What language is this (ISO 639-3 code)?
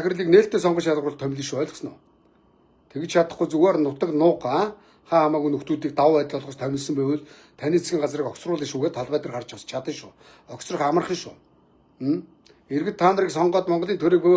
mon